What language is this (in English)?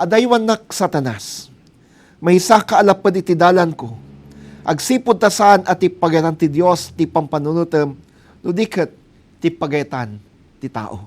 Iloko